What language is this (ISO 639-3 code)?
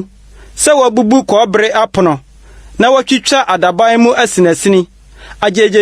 aka